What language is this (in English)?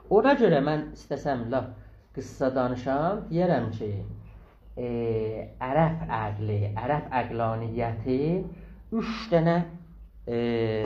South Azerbaijani